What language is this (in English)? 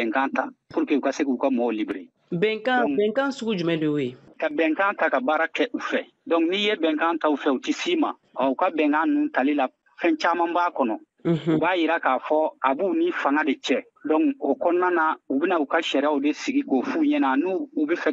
Bambara